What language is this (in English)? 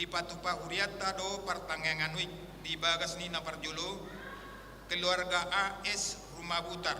Batak Toba